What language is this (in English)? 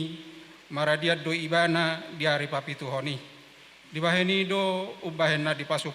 Batak Toba